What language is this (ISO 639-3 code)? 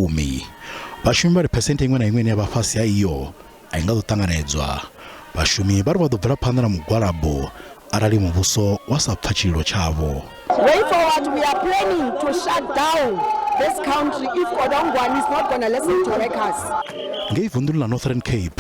ven